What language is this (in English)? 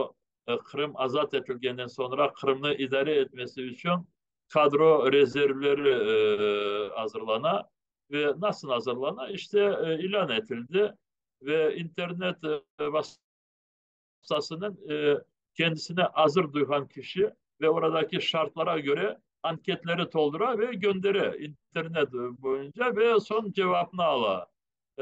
Crimean Tatar